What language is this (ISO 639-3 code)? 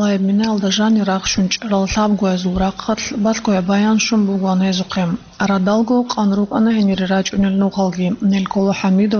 ava